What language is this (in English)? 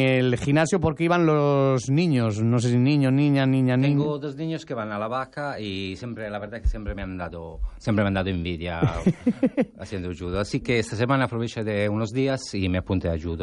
Spanish